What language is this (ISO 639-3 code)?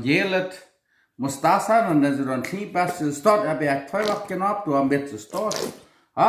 pdt